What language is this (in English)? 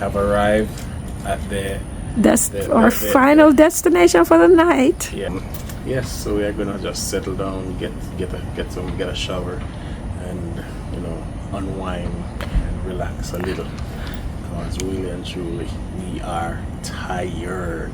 Jamaican Creole English